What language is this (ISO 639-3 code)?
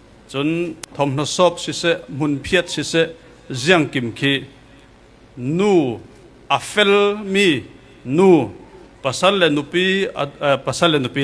cfm